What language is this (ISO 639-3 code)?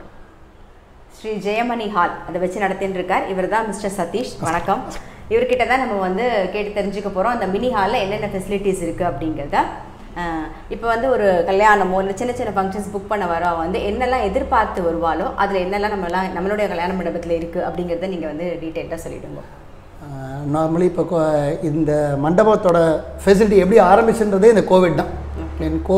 tam